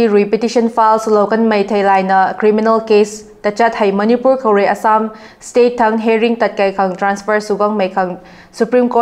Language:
Rongmei Naga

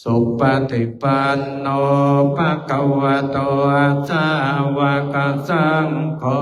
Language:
Pali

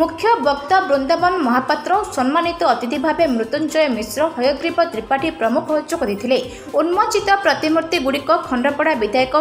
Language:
Odia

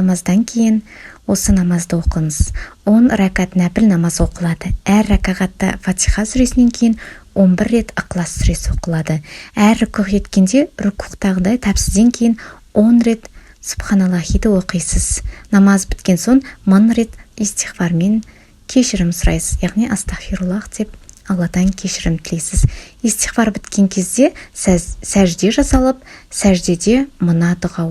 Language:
Kazakh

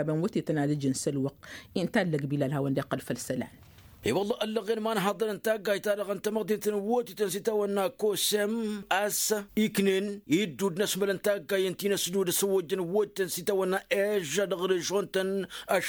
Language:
Tamasheq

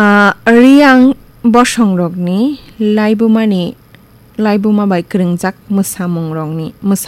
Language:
Kok Borok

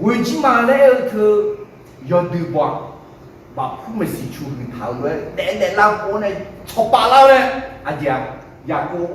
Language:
Akha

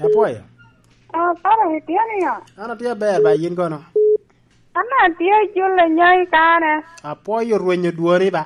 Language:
Lango (Uganda)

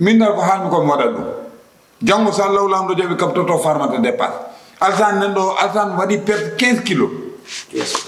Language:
Fula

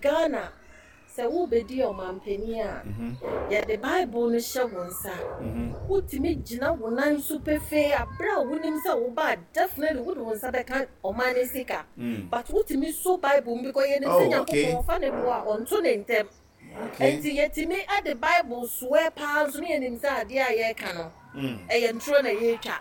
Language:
Akan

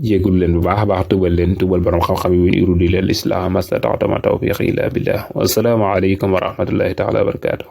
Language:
Wolof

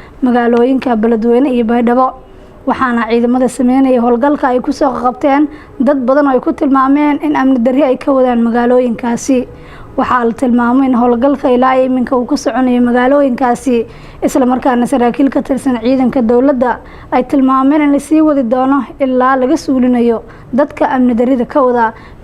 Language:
Somali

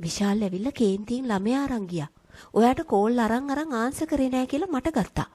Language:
Sinhala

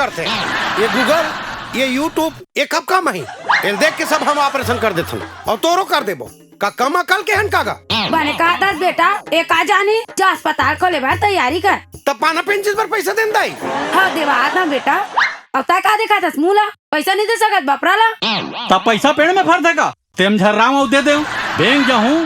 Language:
Chhattisgarhi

